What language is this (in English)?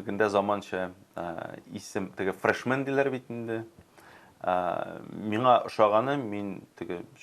Tatar